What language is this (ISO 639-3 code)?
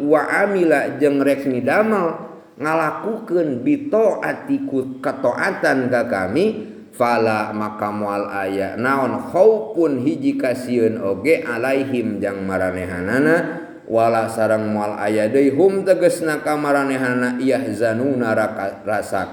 sun